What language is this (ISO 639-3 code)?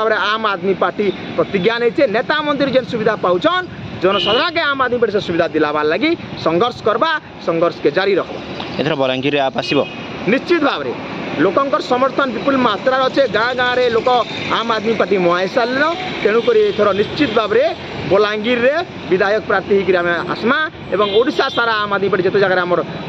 ori